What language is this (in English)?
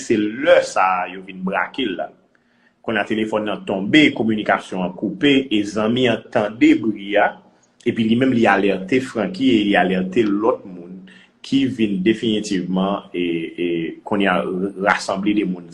Haitian Creole